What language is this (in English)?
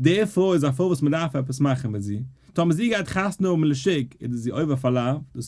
Yiddish